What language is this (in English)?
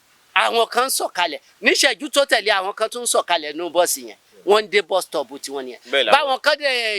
Yoruba